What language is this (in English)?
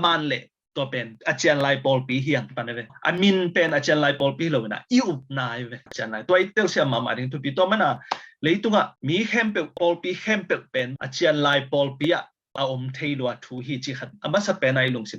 Tedim Chin